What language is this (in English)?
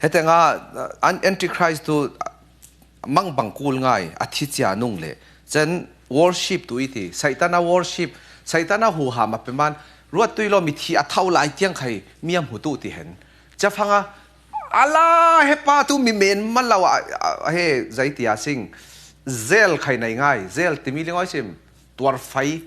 Falam Chin